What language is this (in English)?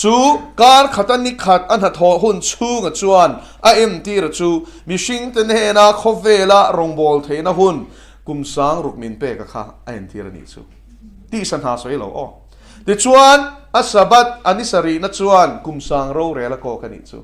Mizo